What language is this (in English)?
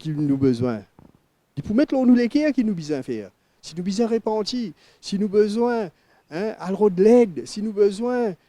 Morisyen